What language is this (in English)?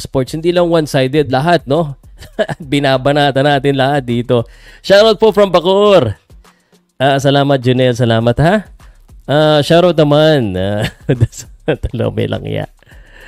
Filipino